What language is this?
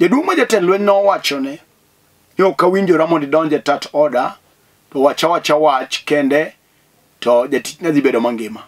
Luo (Kenya and Tanzania)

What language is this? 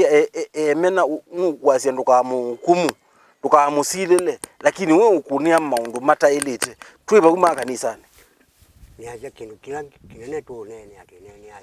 Kamba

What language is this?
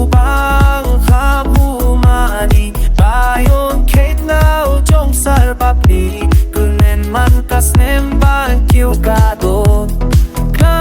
Khasi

